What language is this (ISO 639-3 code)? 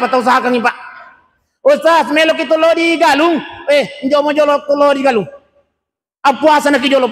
bug